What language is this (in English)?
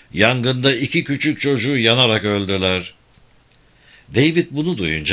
Turkish